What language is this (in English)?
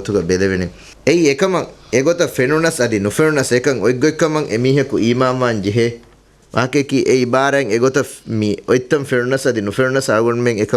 Divehi